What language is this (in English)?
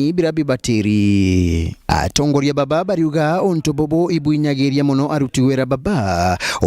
Meru